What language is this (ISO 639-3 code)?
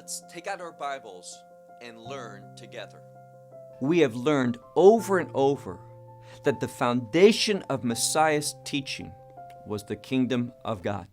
eng